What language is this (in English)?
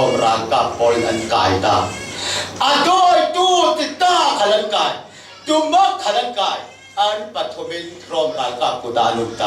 Falam Chin